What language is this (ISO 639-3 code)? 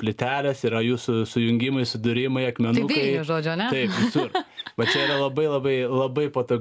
lit